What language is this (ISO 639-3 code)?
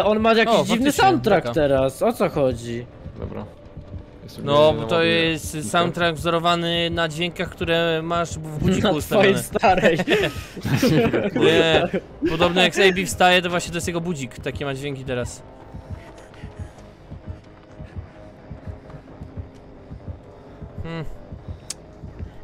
pol